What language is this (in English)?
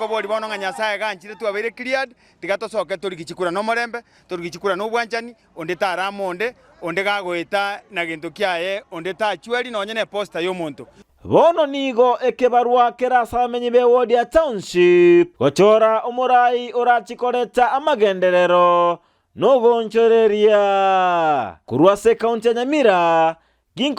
Gusii